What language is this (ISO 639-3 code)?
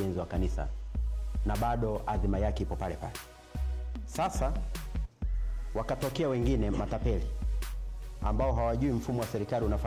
swa